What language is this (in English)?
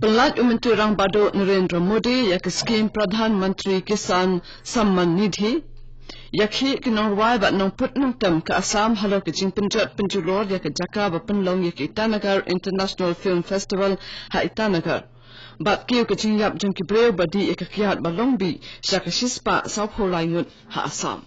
Khasi